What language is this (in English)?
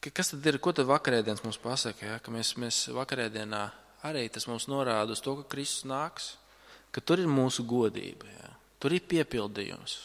Latvian